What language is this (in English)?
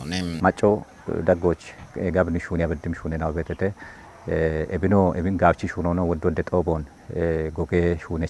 Kafa